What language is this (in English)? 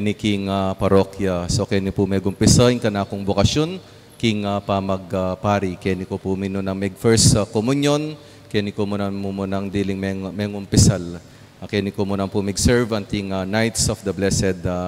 Pampanga